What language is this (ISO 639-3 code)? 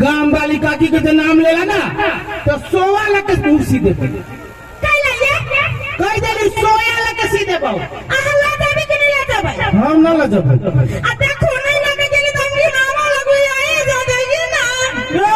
mai